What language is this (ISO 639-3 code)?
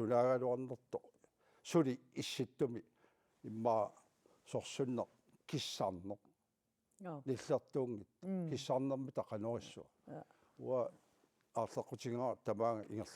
kal